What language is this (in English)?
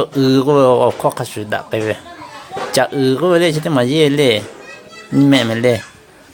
Lahu